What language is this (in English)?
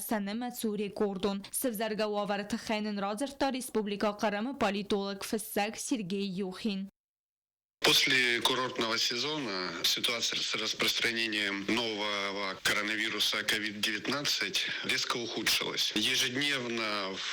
Ossetic